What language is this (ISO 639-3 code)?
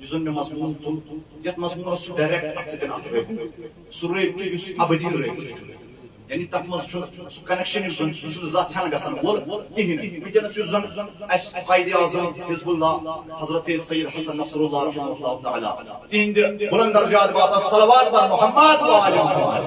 kas